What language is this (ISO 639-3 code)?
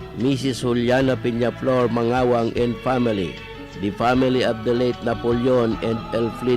bik